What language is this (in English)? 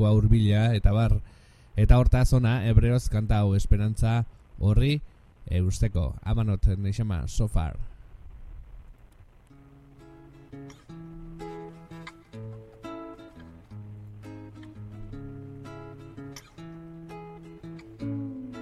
Basque